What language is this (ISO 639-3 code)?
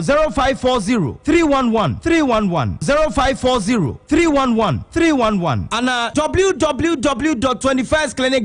aka